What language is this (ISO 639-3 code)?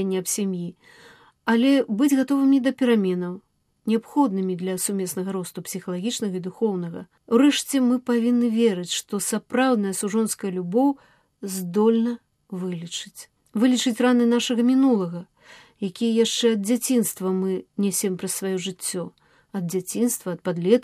bel